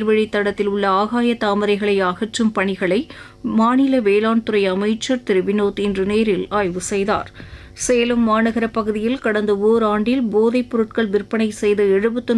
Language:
Tamil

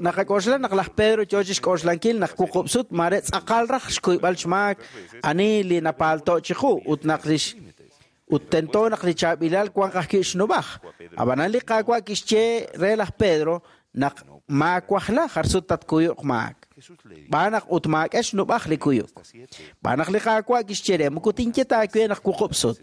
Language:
Kekchí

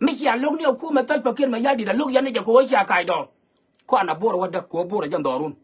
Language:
Nuer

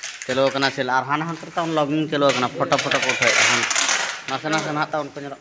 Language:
Santali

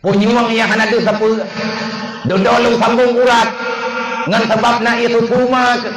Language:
Achinese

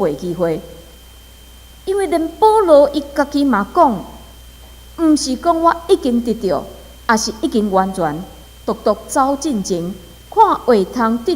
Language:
Min Nan Chinese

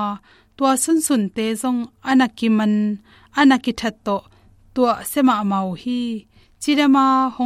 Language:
Tedim Chin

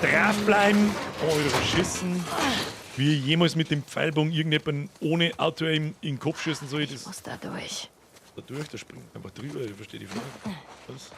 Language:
Bavarian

